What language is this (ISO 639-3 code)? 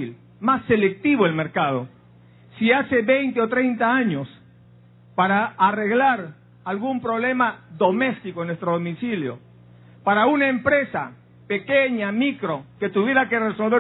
spa